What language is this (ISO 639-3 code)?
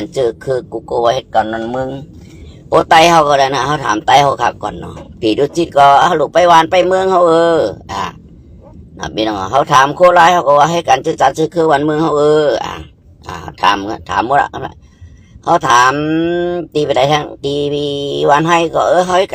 shn